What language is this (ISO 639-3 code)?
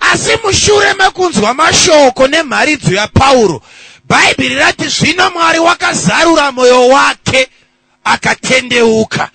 sna